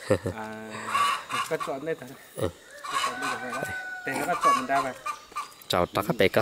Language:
Vietnamese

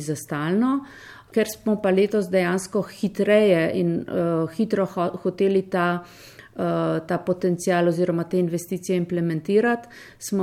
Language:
Slovenian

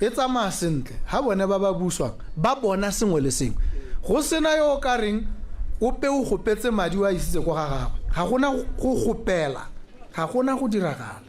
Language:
Tswana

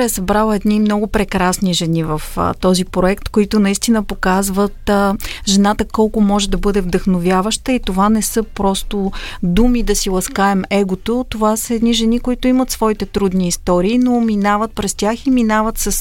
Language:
Bulgarian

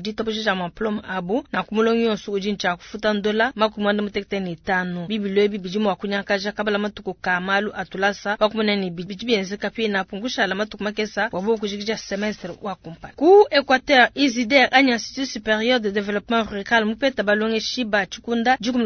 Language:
Luba-Lulua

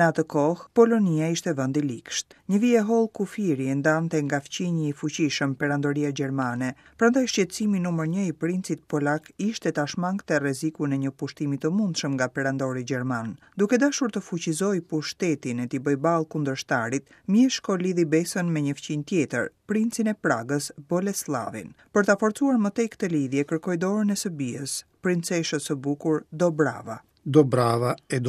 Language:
Albanian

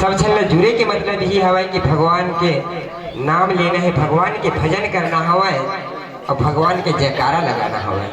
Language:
Chhattisgarhi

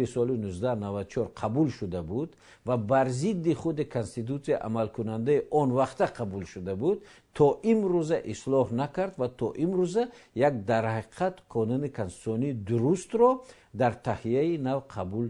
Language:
Tajik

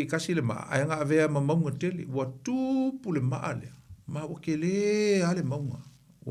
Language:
Samoan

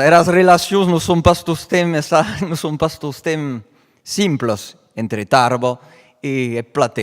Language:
Occitan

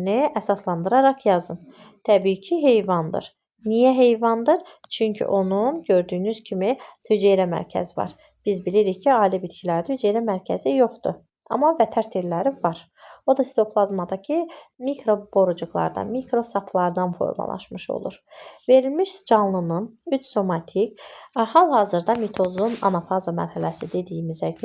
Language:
Azerbaijani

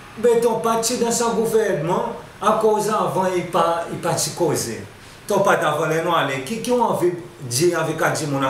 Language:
Seselwa Creole French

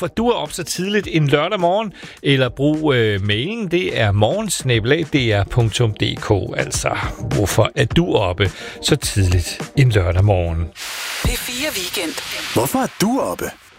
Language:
Danish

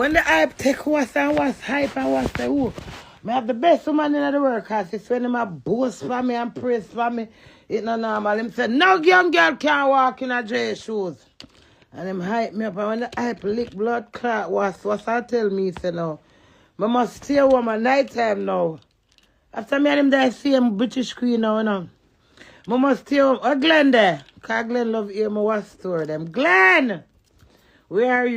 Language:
Jamaican Creole English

